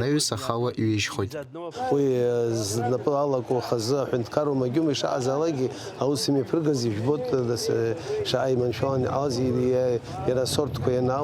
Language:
Abkhazian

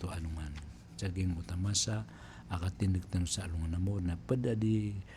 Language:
Maranao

